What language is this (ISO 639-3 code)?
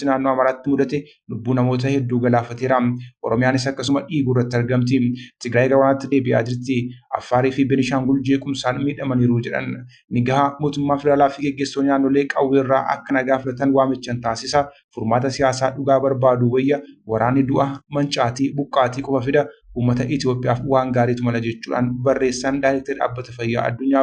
orm